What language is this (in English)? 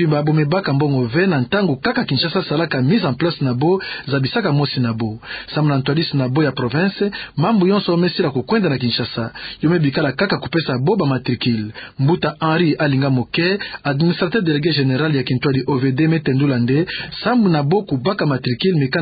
Kituba (Democratic Republic of Congo)